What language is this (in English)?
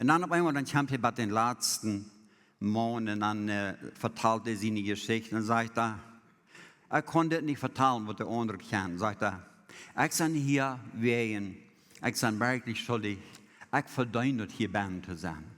Plautdietsch